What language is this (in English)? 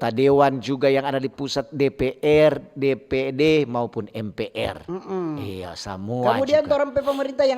Manado Malay